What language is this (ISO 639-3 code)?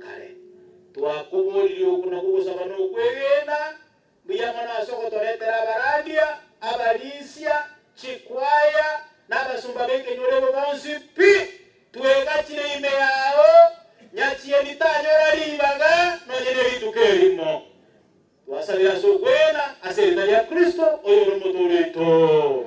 guz